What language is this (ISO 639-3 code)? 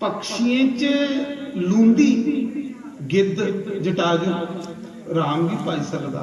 doi